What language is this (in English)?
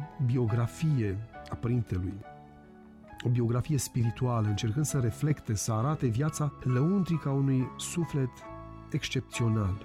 Romanian